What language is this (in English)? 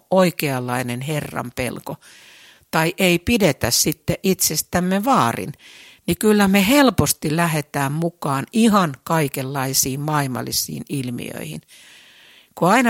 Finnish